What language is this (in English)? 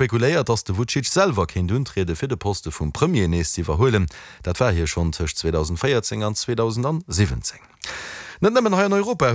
Luxembourgish